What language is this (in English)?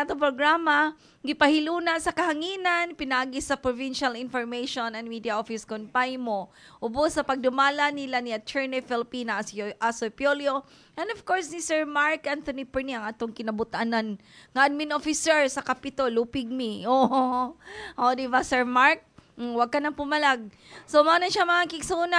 Cebuano